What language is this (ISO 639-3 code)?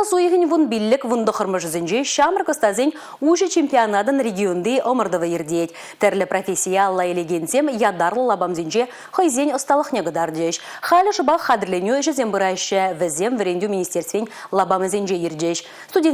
chv